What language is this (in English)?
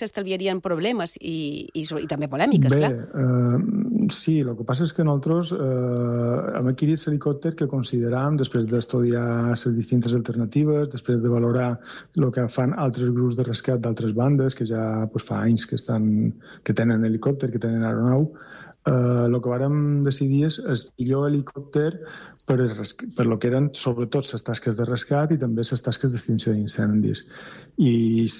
Catalan